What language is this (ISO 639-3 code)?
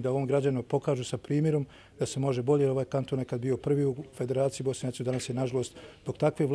bos